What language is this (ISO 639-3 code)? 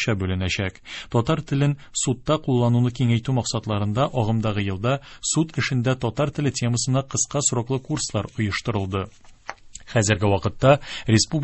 tat